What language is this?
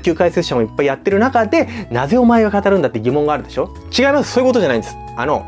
Japanese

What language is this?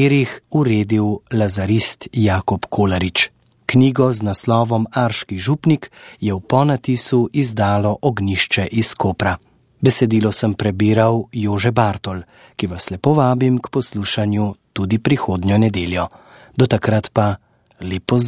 Slovenian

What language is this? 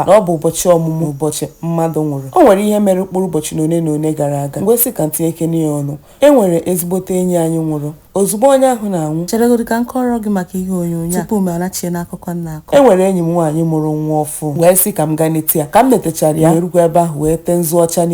Igbo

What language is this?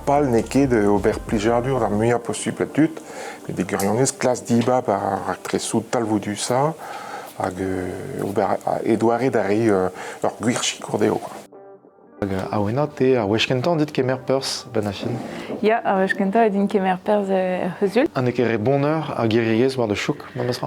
Breton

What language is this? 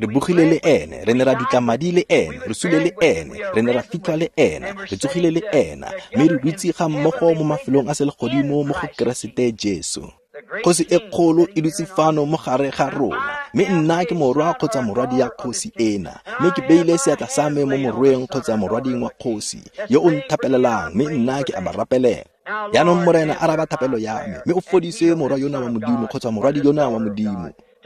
Tswana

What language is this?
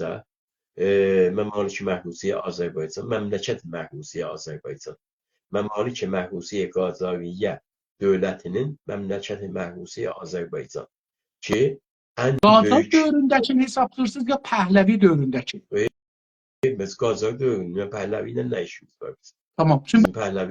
South Azerbaijani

